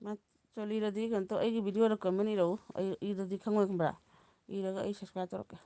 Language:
Manipuri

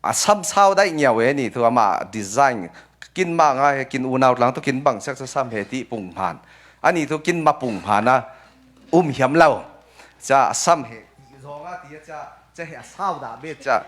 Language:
Falam Chin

